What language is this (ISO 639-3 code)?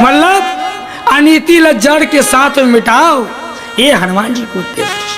hne